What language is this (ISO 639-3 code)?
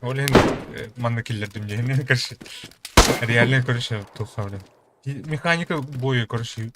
sah